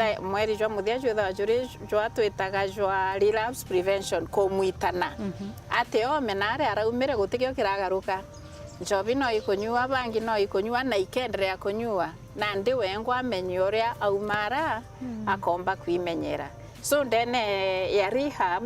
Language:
Meru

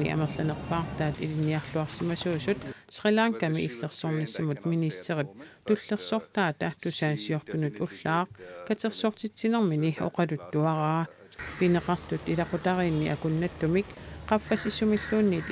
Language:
Kalaallisut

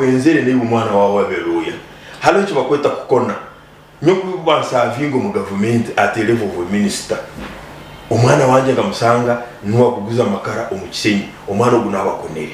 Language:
Nyankole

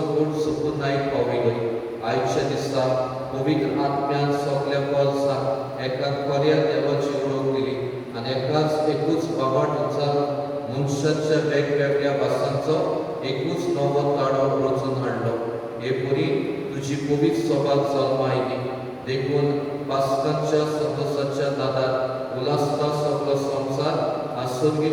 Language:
Konkani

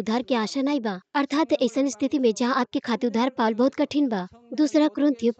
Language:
Bhojpuri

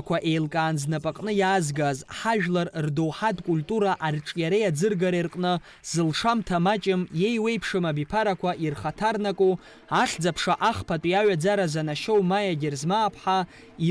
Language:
Abkhazian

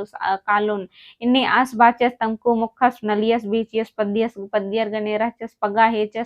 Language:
Kurukh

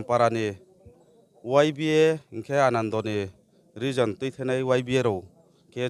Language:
Riang (India)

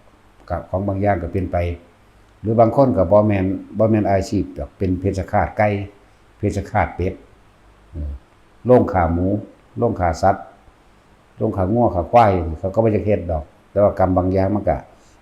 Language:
Northeastern Thai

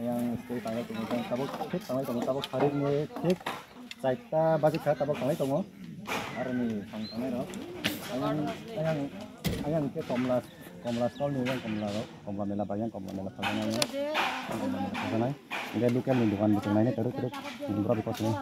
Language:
Kok Borok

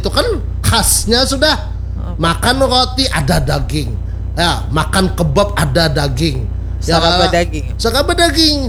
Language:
Banjar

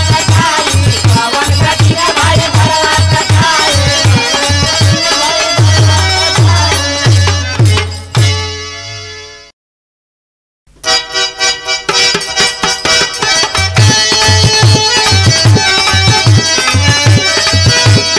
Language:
Bhojpuri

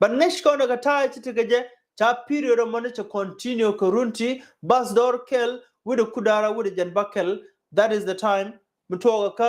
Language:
Nuer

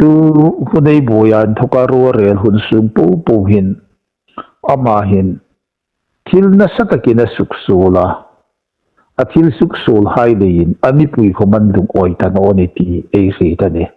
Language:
Hmar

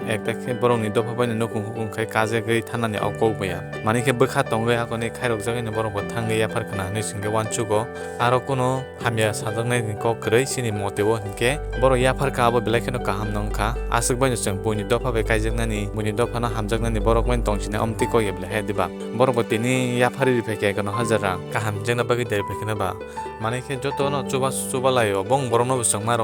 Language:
Kok Borok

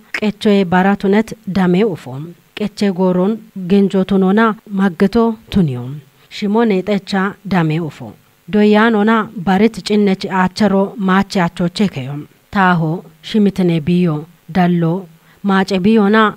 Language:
Kafa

